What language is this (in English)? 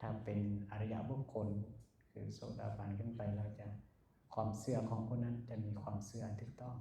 Lao